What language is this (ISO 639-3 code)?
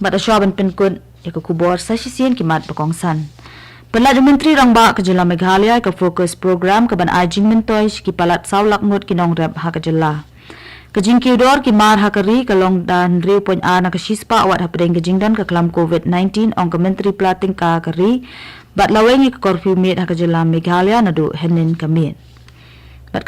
kha